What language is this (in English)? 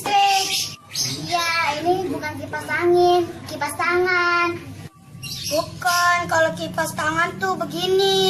Betawi